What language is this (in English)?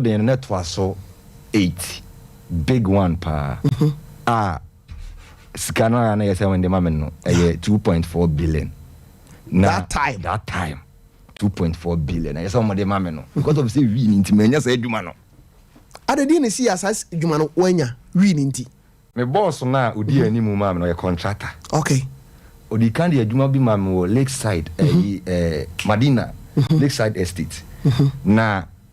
Akan